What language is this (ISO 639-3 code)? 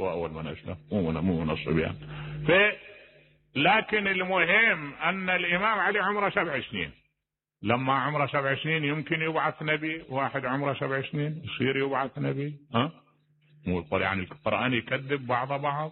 acm